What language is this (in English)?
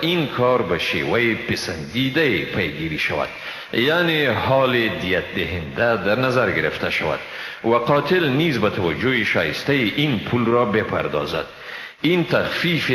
Persian